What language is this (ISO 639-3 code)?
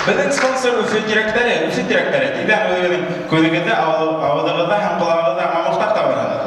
bak